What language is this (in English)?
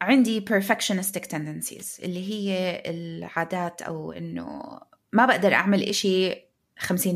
North Levantine Arabic